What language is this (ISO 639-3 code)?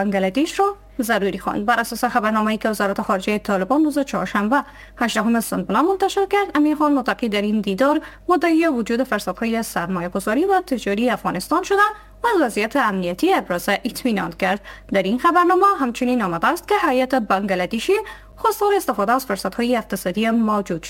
fas